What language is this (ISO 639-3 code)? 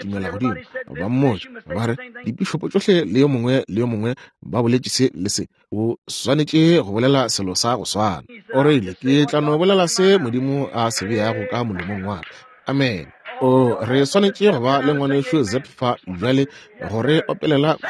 nso